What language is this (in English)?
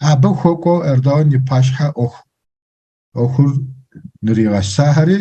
Kabardian